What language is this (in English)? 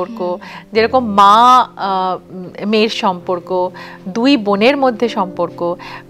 Bangla